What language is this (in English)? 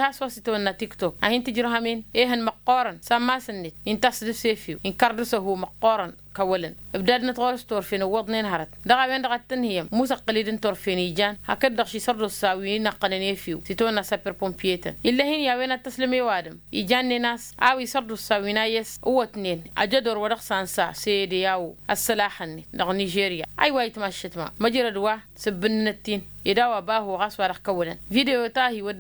Tamasheq